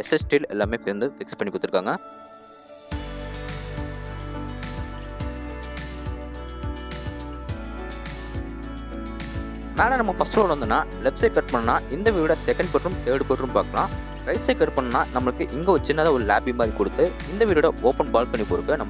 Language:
Tamil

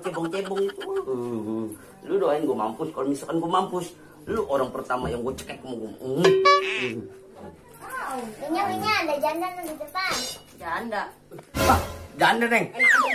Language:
Betawi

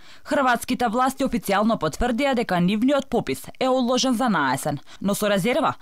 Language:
Macedonian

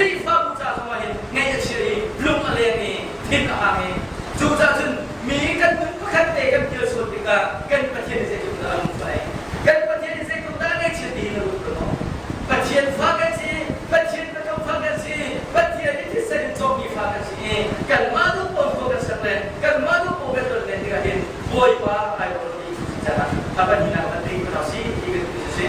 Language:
Hakha Chin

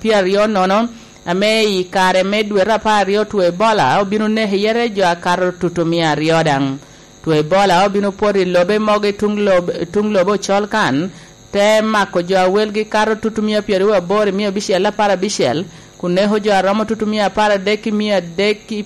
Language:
Lango (Uganda)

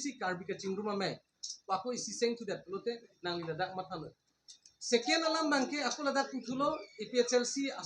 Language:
Karbi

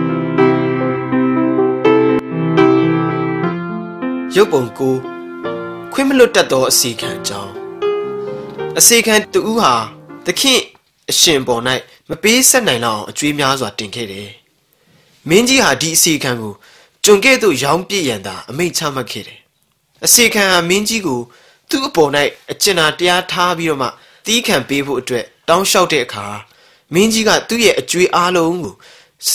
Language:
Burmese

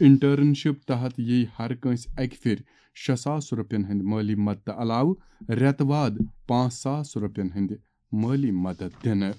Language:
Kashmiri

